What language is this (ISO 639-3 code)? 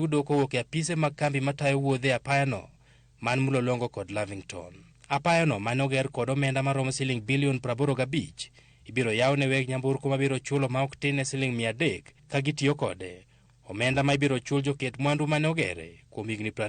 luo